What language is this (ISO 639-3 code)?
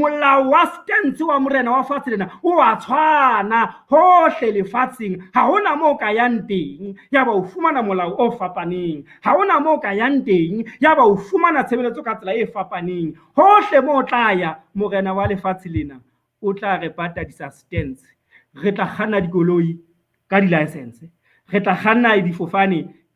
sot